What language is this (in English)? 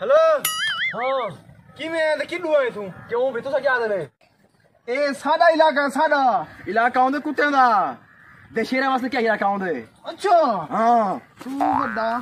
Saraiki